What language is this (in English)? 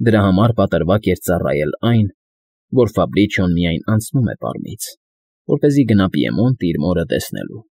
Armenian